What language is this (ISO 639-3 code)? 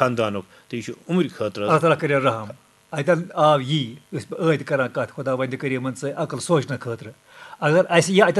kas